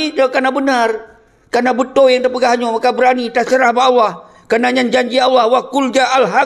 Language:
Achinese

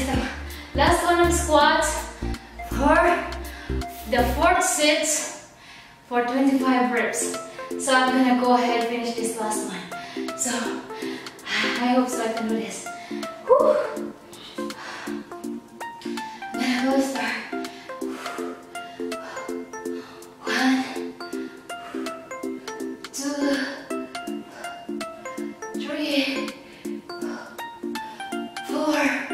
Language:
English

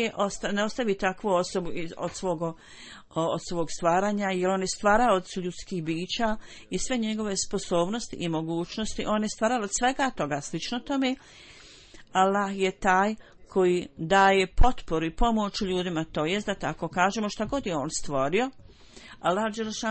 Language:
Bosnian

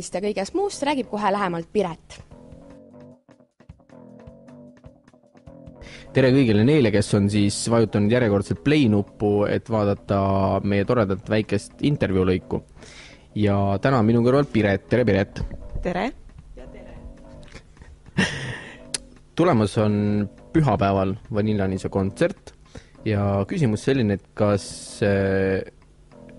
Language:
Estonian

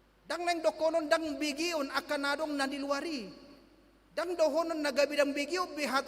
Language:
Batak Toba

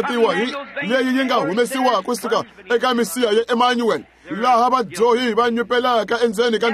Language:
Tsonga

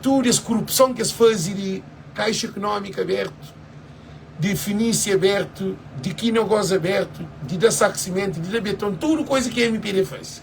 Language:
Kabuverdianu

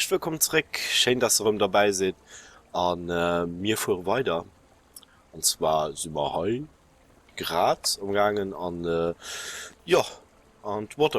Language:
Luxembourgish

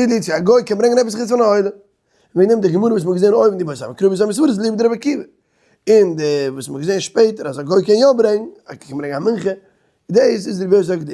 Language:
Yiddish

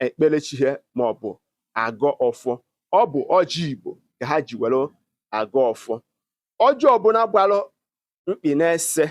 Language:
Igbo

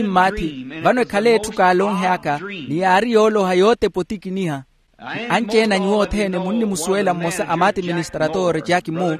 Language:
Makhuwa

